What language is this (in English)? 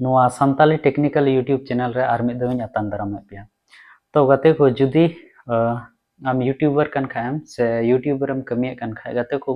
Santali